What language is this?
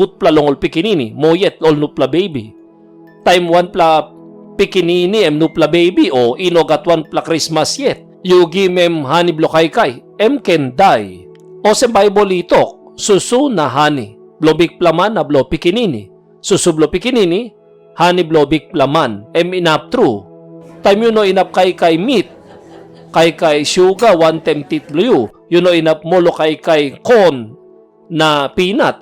Tok Pisin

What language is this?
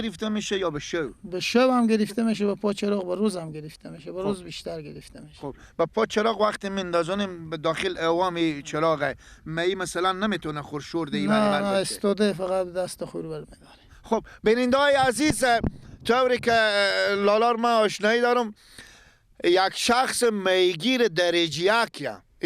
Persian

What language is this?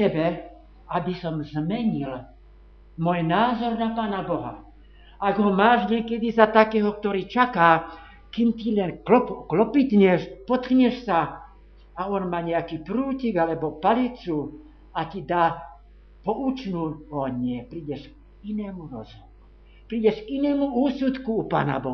Slovak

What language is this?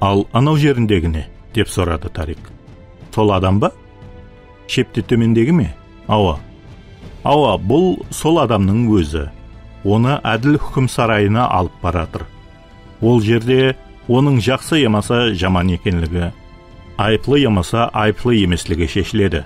Kara-Kalpak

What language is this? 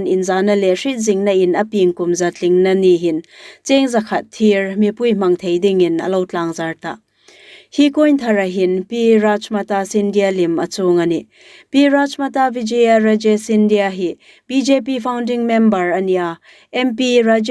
Hmar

